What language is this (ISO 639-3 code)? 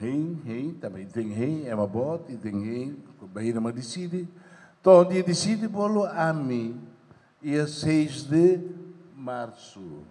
tet